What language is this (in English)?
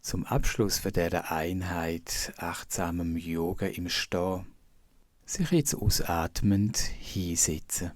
Swiss German